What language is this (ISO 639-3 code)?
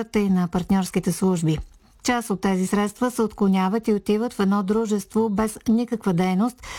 bul